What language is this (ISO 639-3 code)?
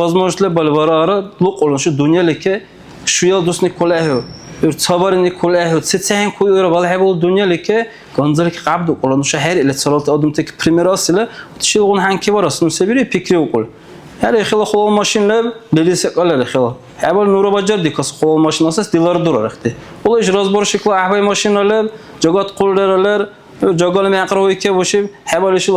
dar